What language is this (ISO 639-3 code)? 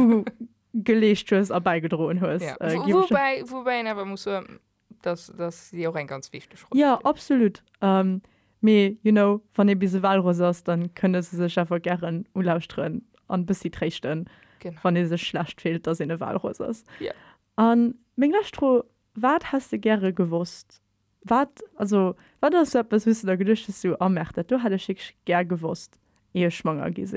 ltz